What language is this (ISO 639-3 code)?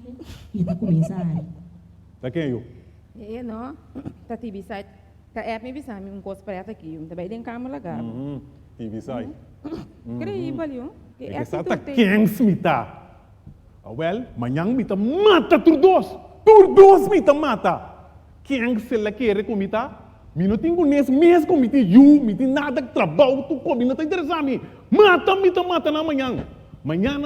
pap